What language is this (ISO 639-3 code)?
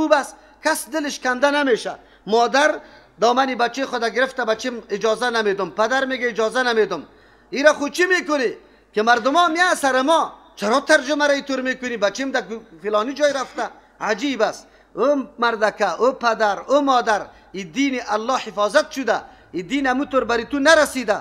fas